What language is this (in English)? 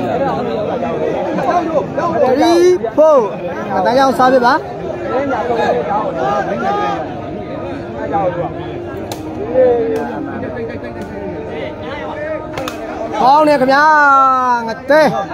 Burmese